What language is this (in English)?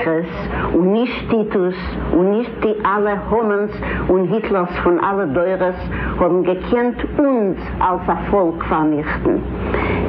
Yiddish